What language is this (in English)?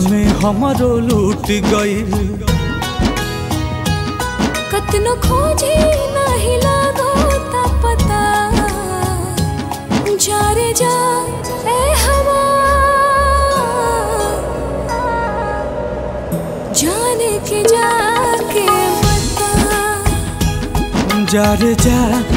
Bhojpuri